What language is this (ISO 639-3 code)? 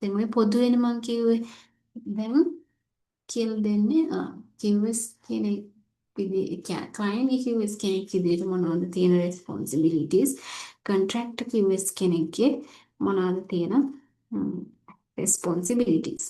sin